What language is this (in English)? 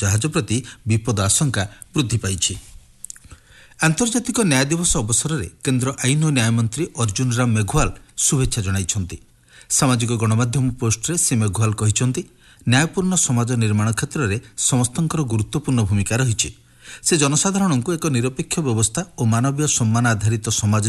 Odia